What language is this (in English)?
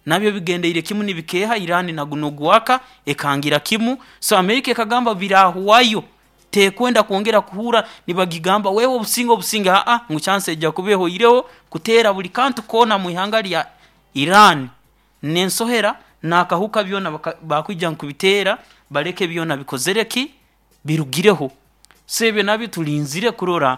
Nyoro